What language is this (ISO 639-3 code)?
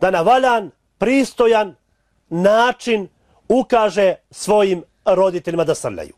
bos